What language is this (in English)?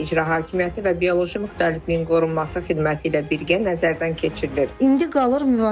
Azerbaijani